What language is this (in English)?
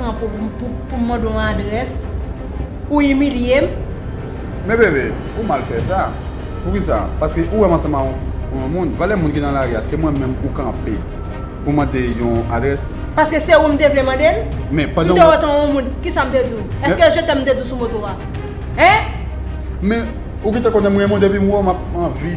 Haitian Creole